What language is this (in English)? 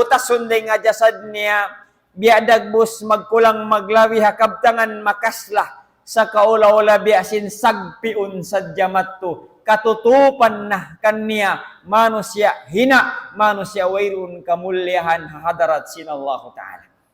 Tausug